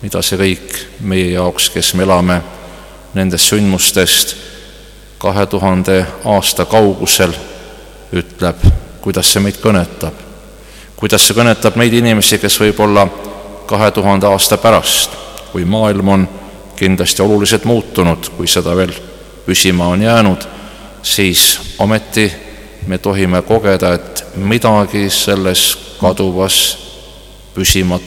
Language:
Estonian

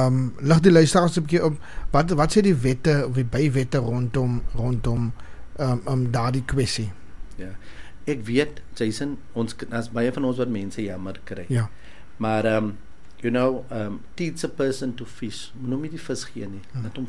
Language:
Afrikaans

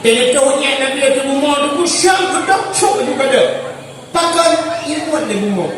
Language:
Achinese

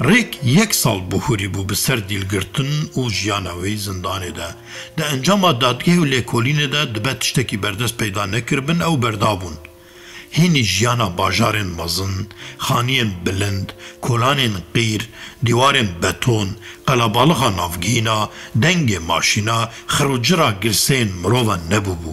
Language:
Kurdish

